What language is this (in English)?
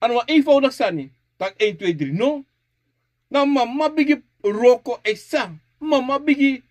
Sranan Tongo